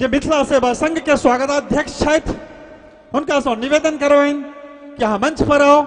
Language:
Maithili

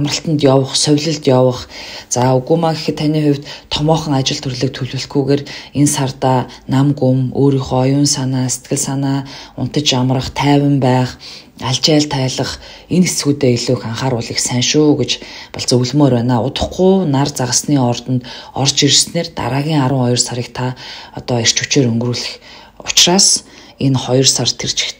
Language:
Mongolian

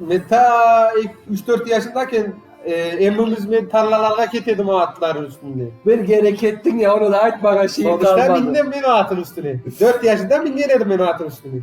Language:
Crimean Tatar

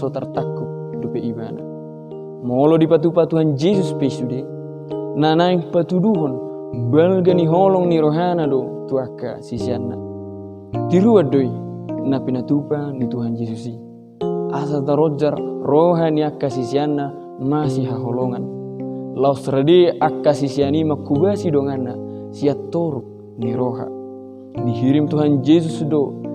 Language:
Batak Toba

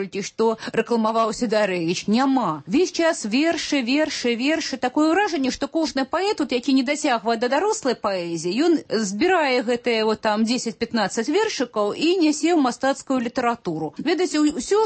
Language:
Belarusian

